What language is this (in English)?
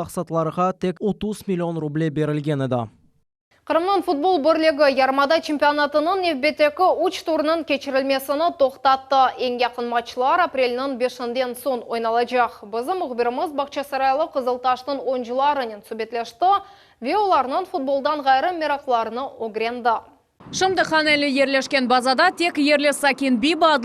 Crimean Tatar